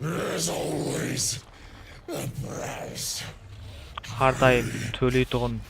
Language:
Kara-Kalpak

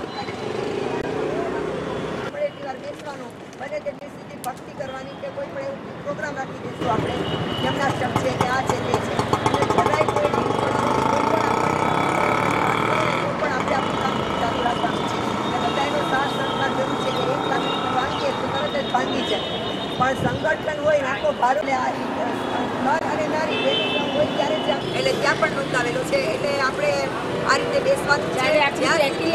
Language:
Gujarati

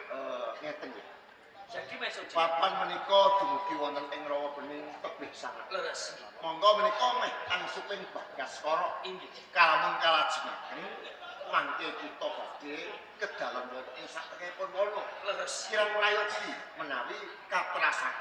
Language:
Javanese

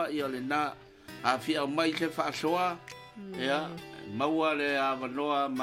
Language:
Samoan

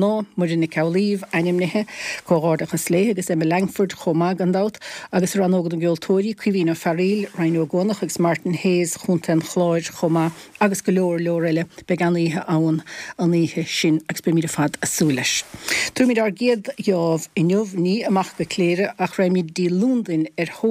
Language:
Irish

